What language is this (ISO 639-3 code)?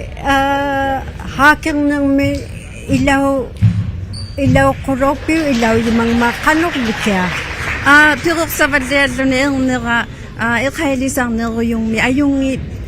iku